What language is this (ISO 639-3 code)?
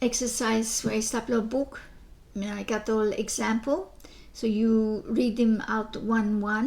bis